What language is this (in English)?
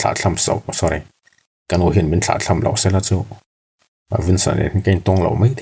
Mizo